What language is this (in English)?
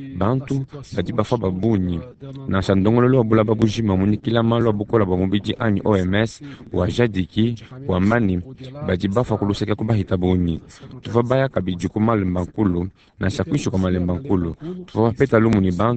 Luba-Lulua